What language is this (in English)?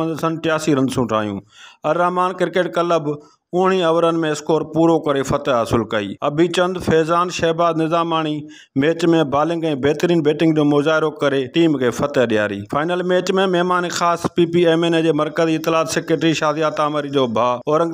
Sindhi